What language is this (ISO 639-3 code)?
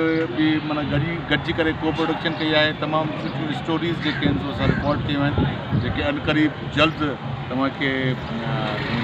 snd